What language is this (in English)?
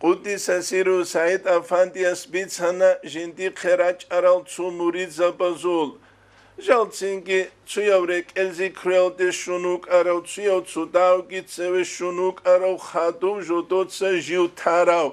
Avaric